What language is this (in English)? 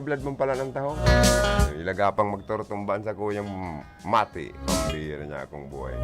Bikol